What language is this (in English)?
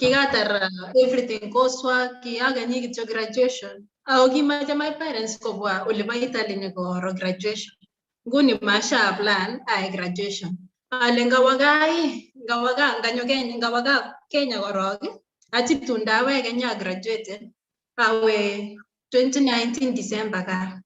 Kalenjin